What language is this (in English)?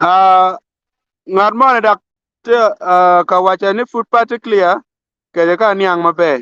Acoli